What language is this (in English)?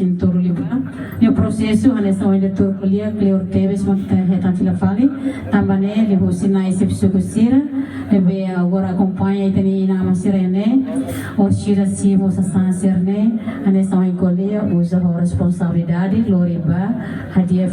Tetum